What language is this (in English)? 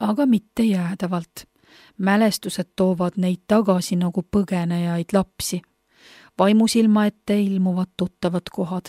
Estonian